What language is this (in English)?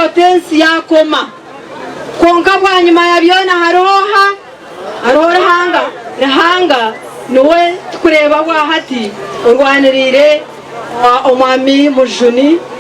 Nyankole